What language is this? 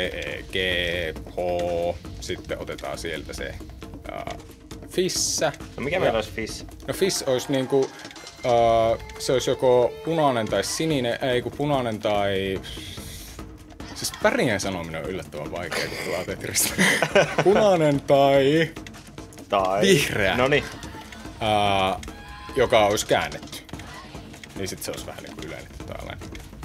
Finnish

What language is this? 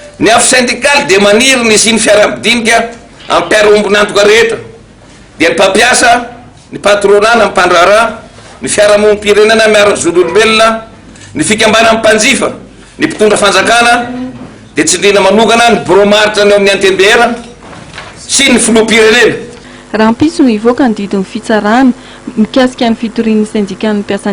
Malagasy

